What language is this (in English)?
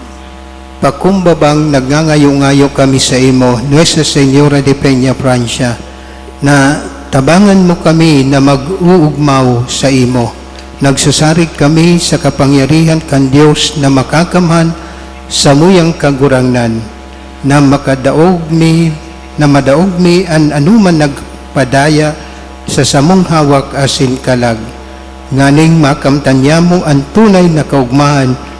Bikol